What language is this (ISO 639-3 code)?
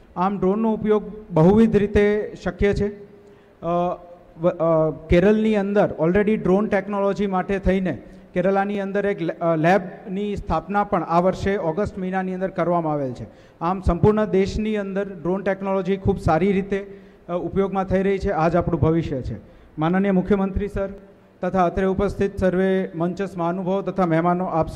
guj